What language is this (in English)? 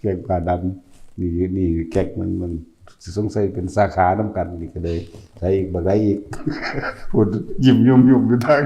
Northeastern Thai